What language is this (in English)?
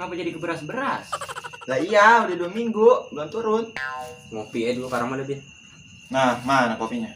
Betawi